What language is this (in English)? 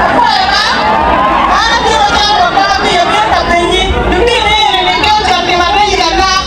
Acoli